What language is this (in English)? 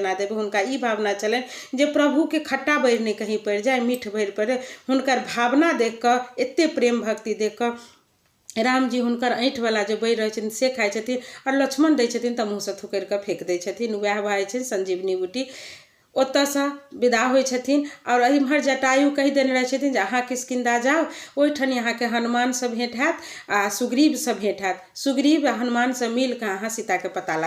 Maithili